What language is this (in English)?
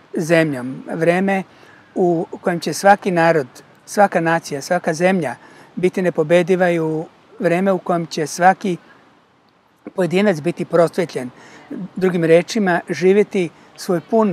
Serbian